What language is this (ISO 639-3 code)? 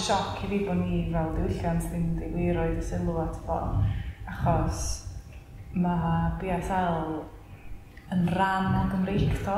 cym